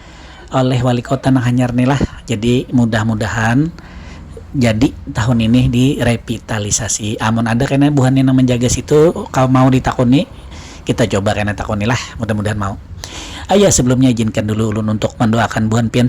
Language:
Banjar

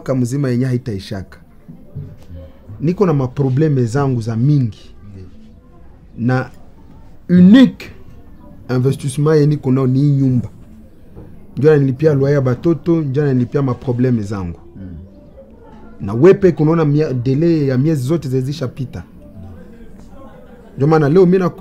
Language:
Swahili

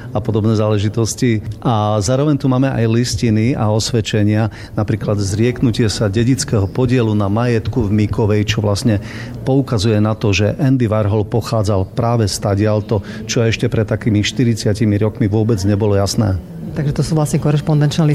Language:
Slovak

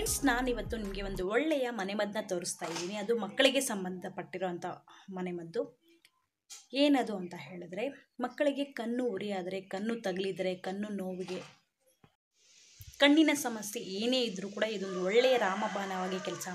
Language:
Kannada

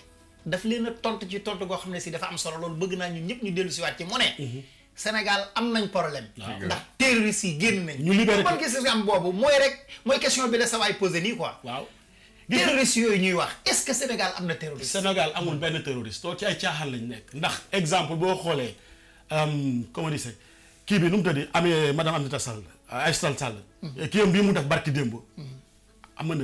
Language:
Wolof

